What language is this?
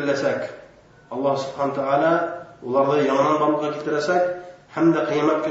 Bashkir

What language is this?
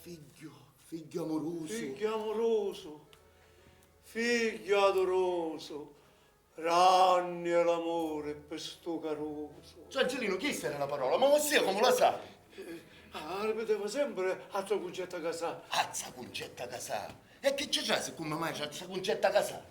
Sicilian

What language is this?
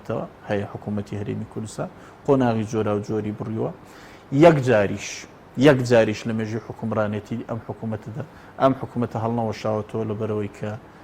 Central Kurdish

